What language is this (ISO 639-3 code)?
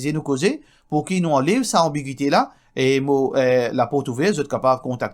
mfe